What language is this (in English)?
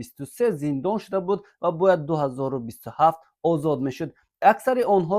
Tajik